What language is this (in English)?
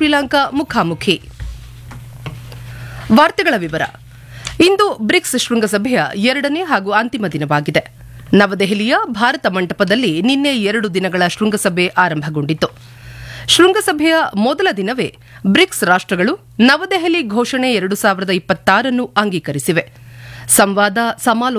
Kannada